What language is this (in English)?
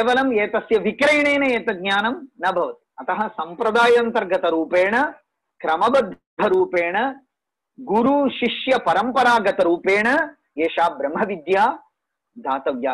Sanskrit